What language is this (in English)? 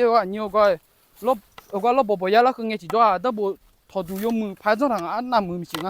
Akha